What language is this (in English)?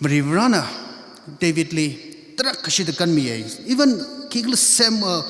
Tangkhul Naga (India)